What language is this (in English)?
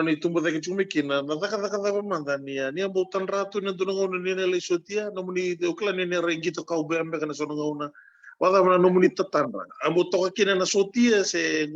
Fijian